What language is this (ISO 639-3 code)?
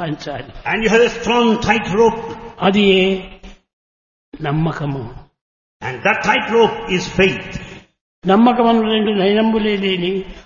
tel